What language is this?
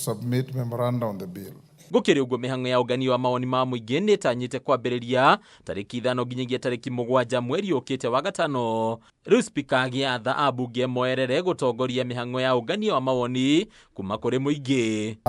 Kikuyu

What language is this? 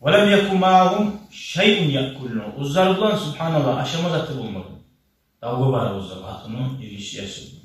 Kumyk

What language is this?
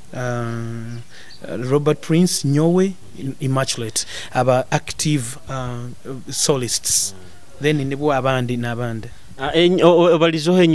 Nyoro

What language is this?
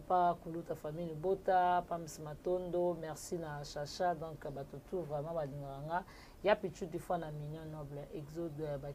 Lingala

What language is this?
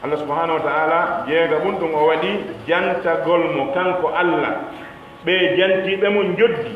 Pular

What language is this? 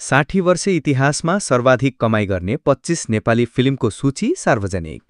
Nepali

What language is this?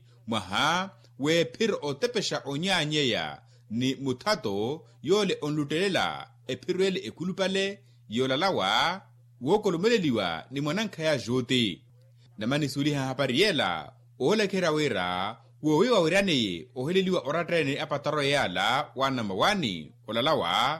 Makhuwa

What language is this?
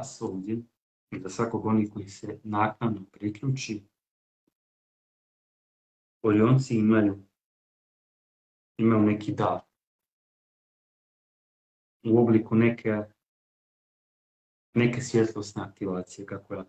Croatian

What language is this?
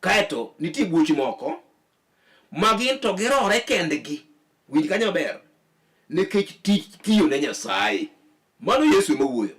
Luo (Kenya and Tanzania)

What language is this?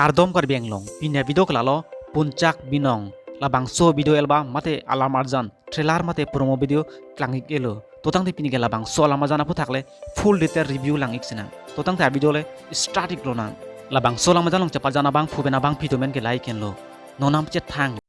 Karbi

